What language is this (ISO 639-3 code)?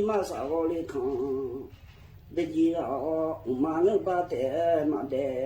ahk